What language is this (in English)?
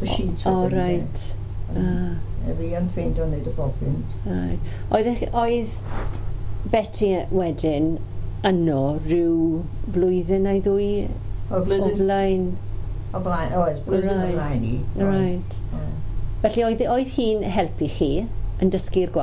Welsh